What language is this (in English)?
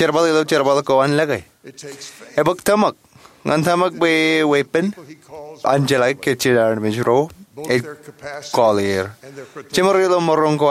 Marshallese